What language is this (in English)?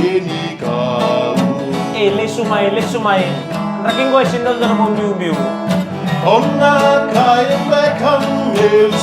Fijian